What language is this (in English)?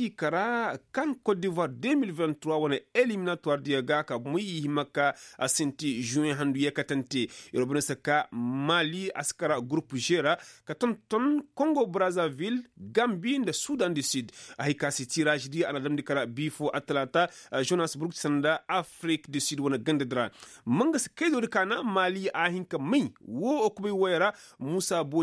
Koyraboro Senni